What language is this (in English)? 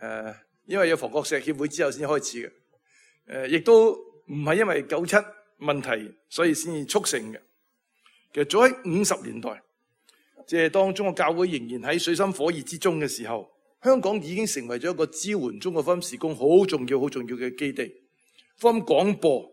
Cantonese